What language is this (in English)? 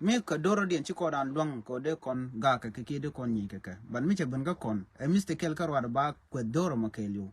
Nuer